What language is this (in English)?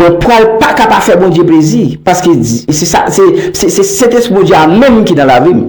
Haitian Creole